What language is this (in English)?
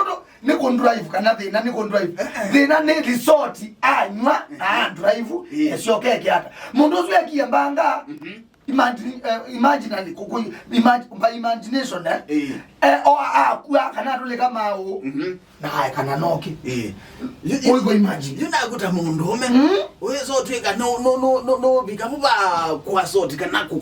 Kamba